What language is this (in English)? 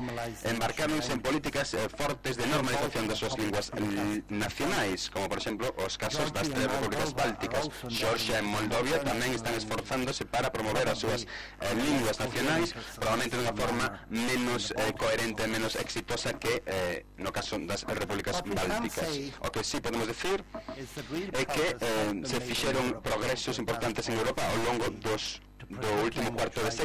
Galician